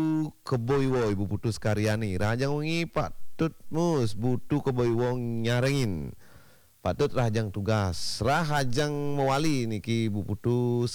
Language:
Balinese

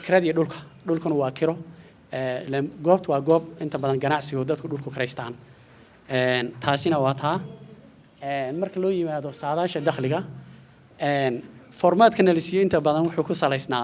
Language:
Somali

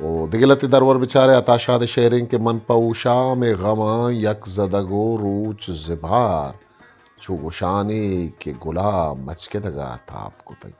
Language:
Eastern Balochi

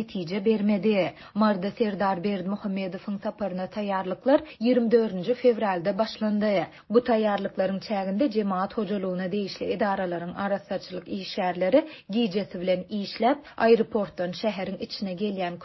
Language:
Turkmen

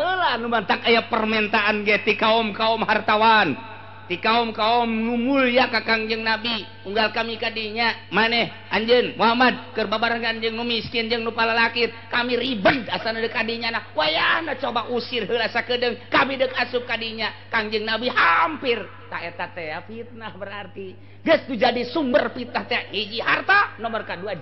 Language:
Sundanese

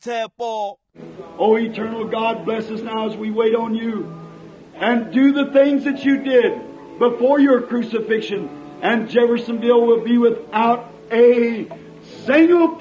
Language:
Tswana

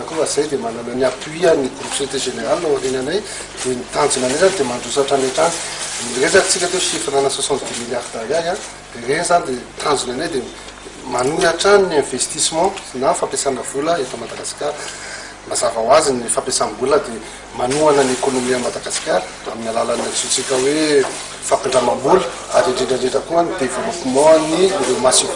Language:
Malagasy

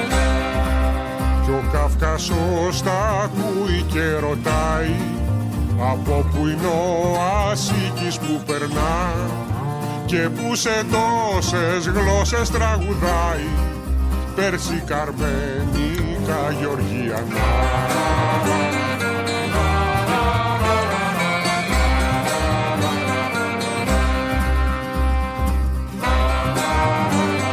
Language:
Greek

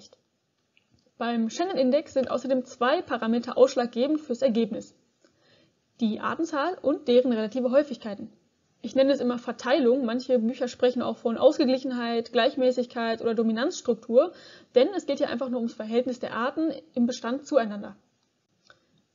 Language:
German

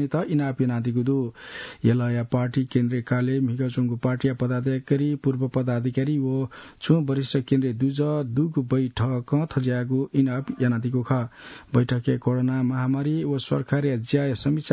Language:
Newari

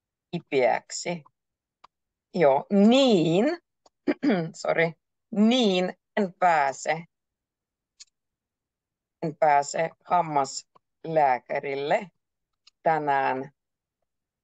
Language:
Finnish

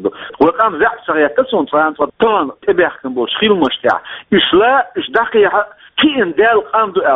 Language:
Chechen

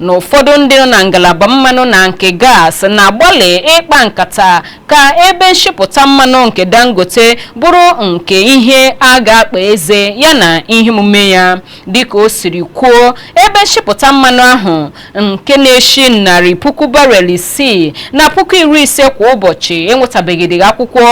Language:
Igbo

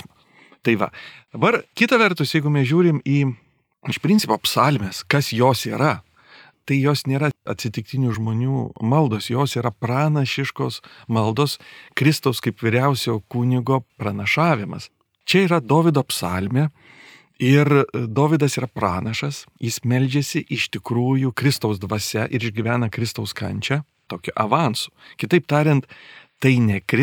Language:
Lithuanian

